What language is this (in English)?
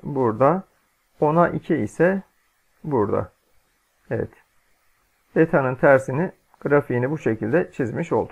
Turkish